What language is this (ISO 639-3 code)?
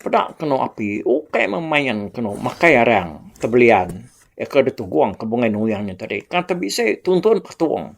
iba